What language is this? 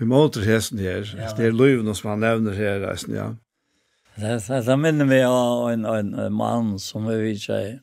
Faroese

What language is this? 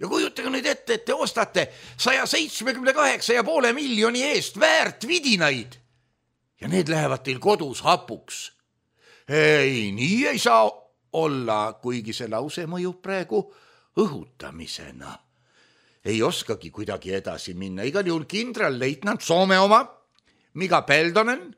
Estonian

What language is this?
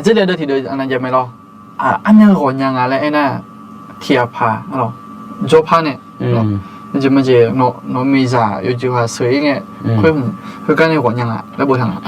Akha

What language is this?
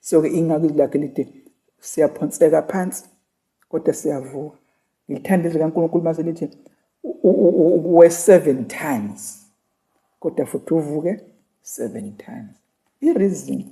Zulu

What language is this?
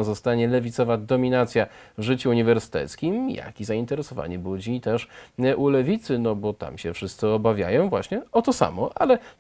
Polish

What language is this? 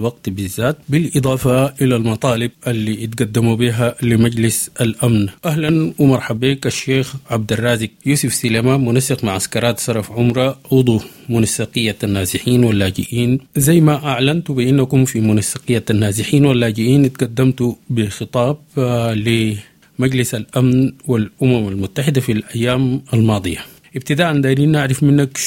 Sudanese Arabic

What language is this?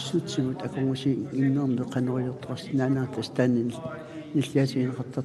Kalaallisut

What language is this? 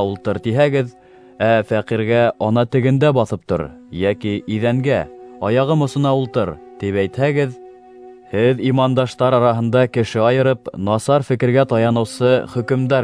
Bashkir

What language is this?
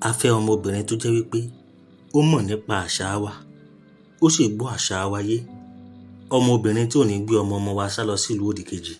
Yoruba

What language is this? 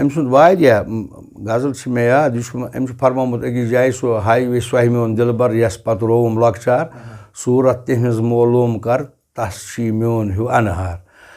Kashmiri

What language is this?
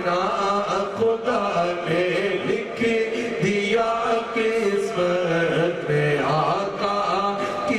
Urdu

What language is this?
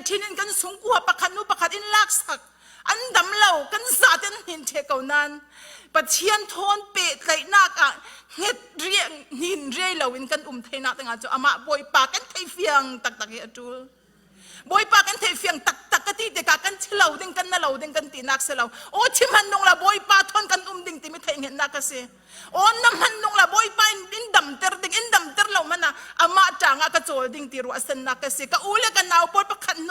Falam Chin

